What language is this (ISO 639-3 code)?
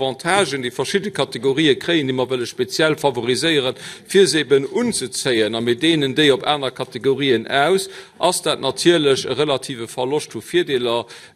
ltz